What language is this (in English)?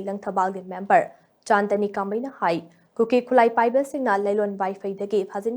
Manipuri